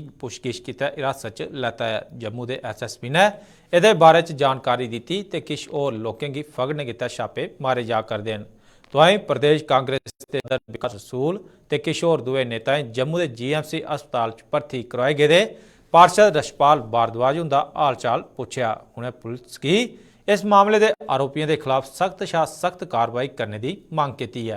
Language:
Dogri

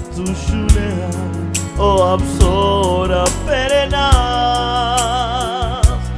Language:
Romanian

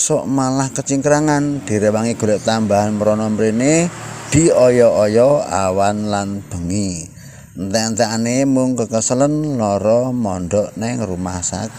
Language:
Javanese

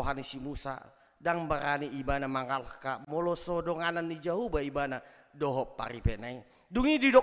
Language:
Batak Toba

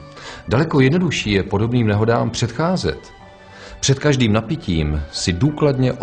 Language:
Czech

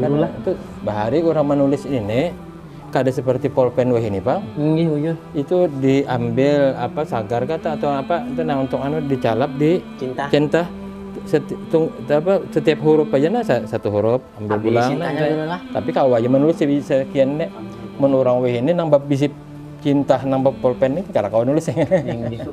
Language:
Banjar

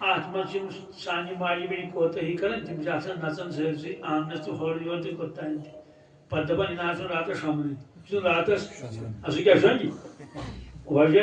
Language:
Kashmiri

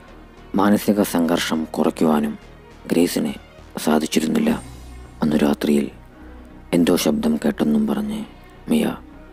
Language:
Malayalam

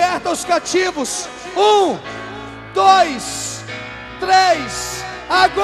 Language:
Portuguese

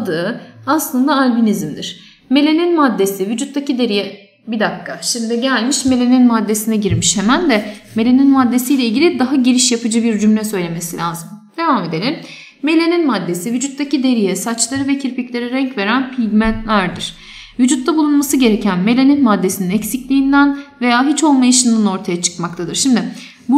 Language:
Turkish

